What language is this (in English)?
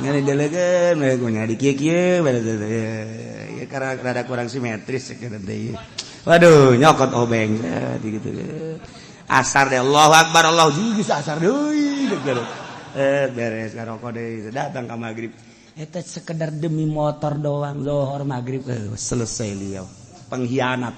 Sundanese